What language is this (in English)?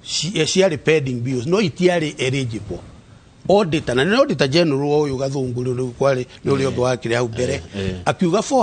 Kikuyu